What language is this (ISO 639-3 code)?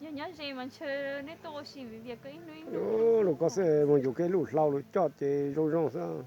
hmn